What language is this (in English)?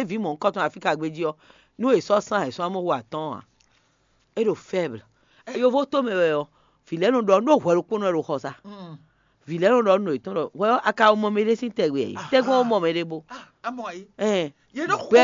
Fon